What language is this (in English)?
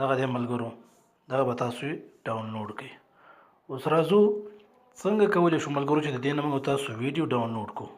Pashto